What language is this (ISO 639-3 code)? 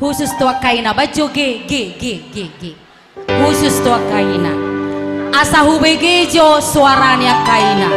bbc